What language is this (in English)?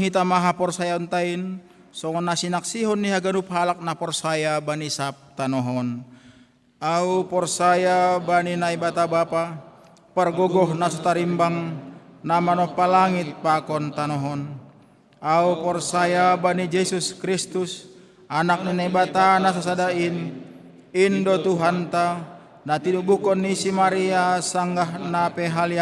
Batak Simalungun